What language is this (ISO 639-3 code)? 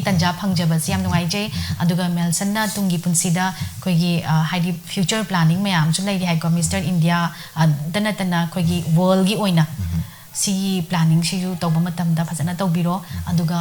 mni